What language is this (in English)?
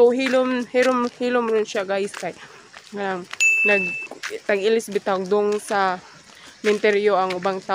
Cebuano